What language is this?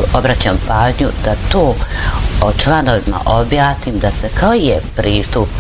Bosnian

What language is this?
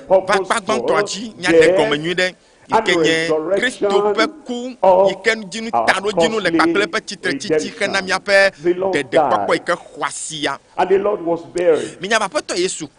Ewe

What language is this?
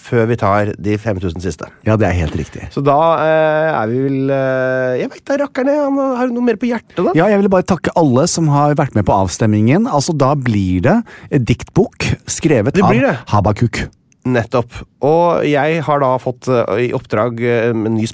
Norwegian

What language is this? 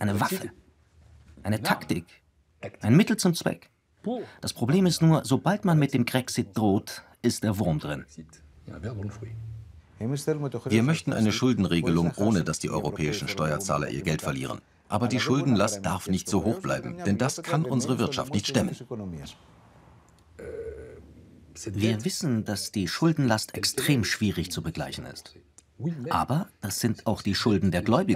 German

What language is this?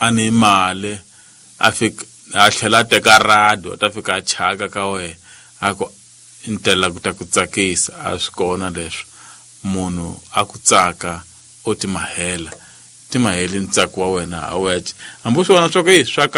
Tsonga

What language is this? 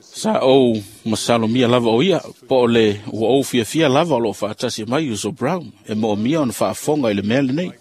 Samoan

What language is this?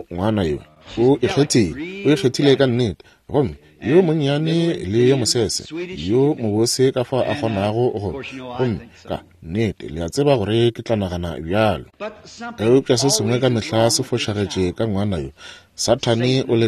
Northern Sotho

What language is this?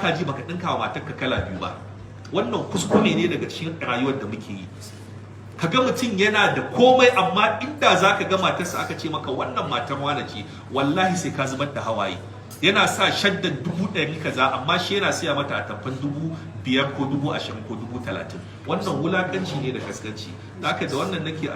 Hausa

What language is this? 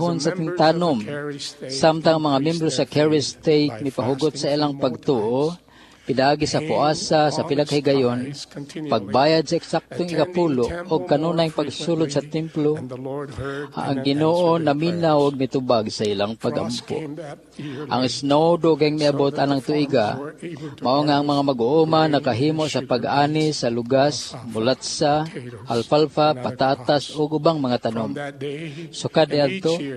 Cebuano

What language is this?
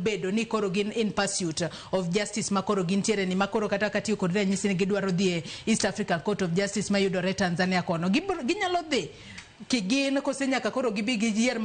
Luo (Kenya and Tanzania)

